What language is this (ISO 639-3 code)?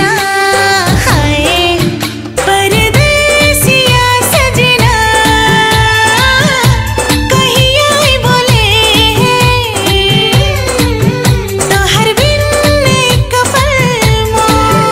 bho